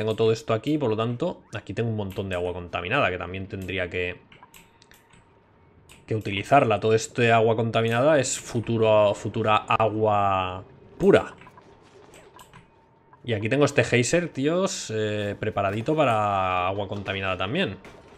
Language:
Spanish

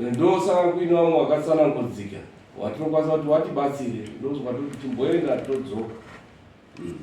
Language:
Shona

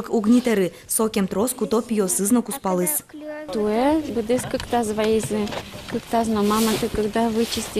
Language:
Udmurt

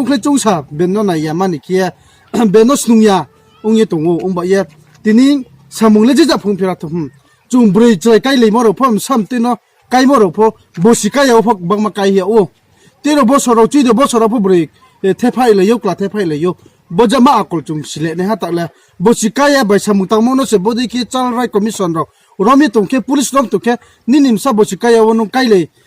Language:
Riang (India)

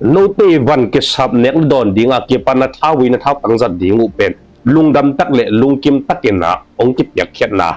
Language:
Tedim Chin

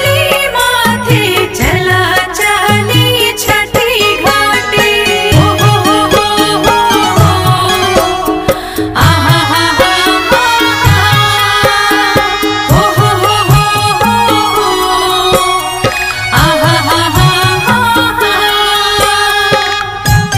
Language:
Bhojpuri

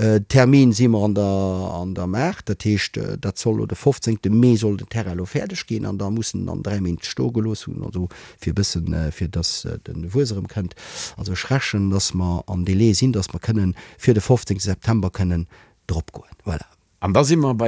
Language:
Luxembourgish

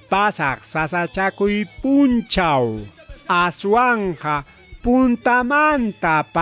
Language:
Ayacucho Quechua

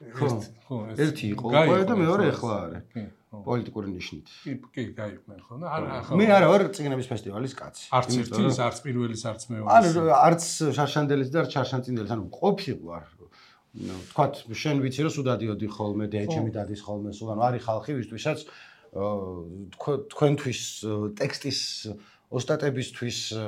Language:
Georgian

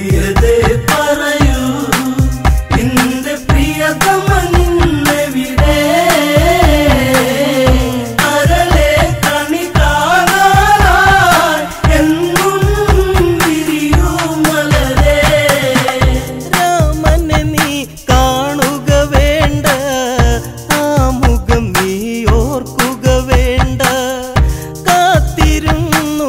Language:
Malayalam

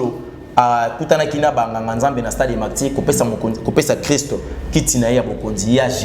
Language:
Lingala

